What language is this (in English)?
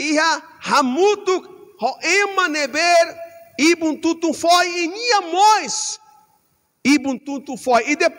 Tetum